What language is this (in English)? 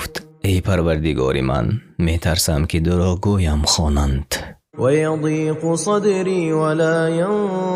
Tajik